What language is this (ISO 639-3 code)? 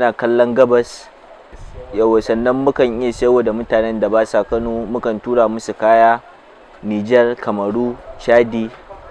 hau